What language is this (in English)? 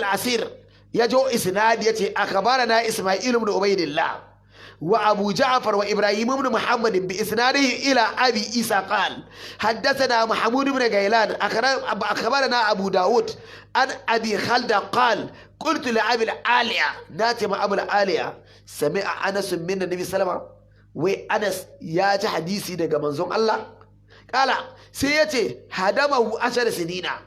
Hausa